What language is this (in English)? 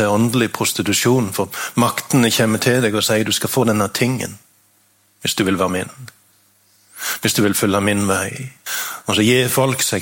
Norwegian